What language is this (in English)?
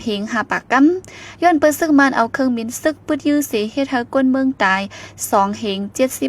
Shan